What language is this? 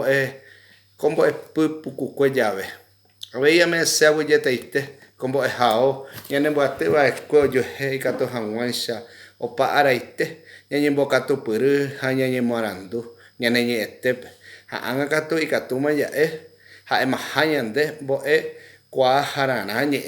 Guarani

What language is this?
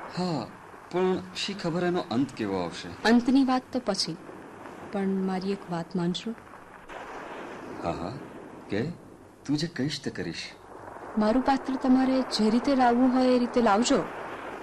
Gujarati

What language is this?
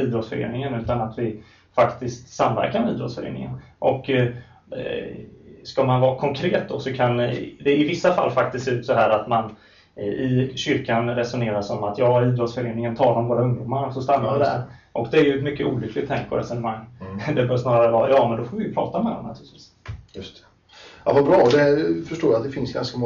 Swedish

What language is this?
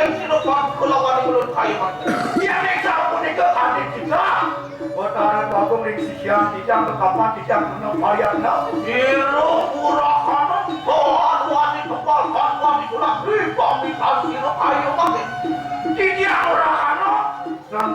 Balinese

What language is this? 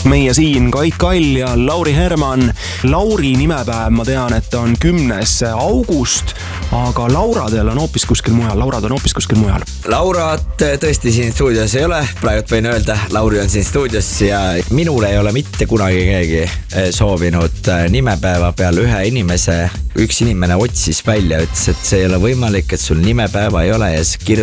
Estonian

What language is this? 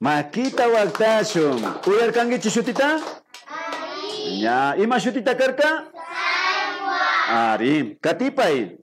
Imbabura Highland Quichua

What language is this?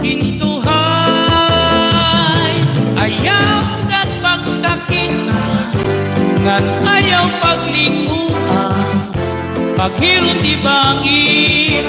Waray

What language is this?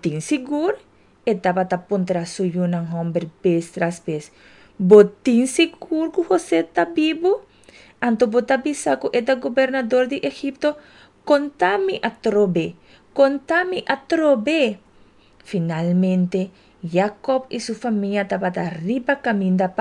Papiamento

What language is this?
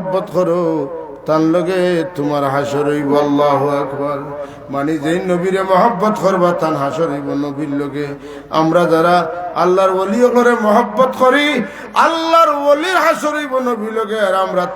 Sylheti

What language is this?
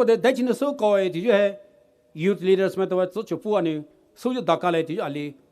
Poumei Naga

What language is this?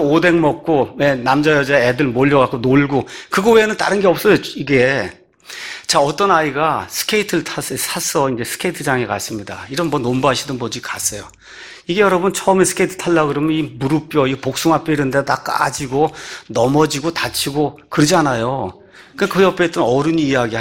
Korean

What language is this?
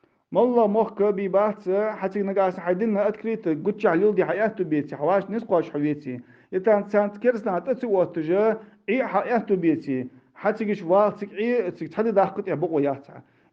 Ingush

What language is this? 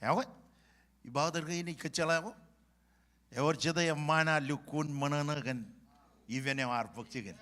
Marshallese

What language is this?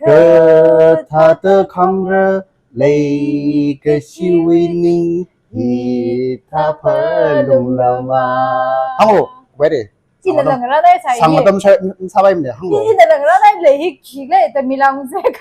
Tangkhul Naga (India)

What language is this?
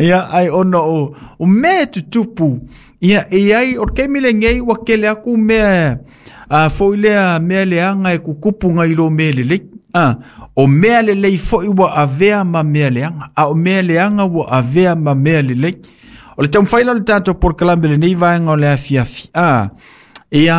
Samoan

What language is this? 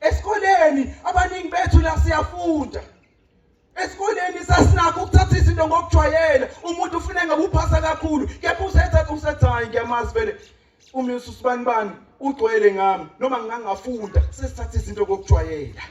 Zulu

